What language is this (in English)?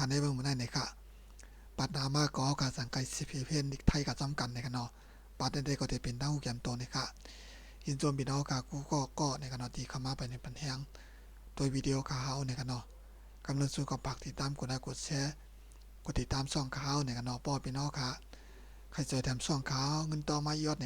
Shan